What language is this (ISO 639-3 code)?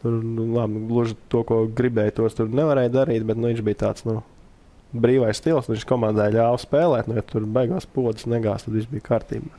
lav